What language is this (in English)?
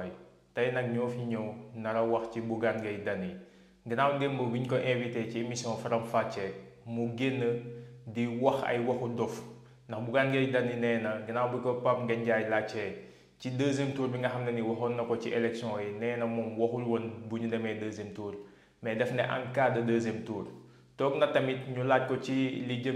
Wolof